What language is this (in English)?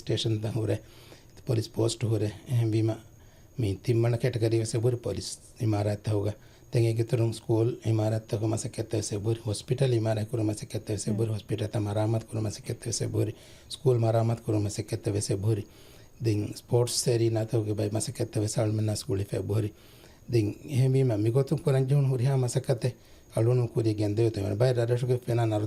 Divehi